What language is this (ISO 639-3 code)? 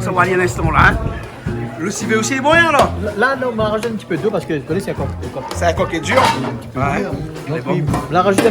rcf